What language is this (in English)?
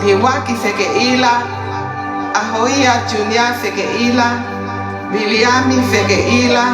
Tongan